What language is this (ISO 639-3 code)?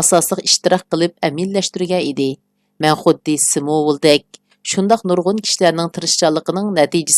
uig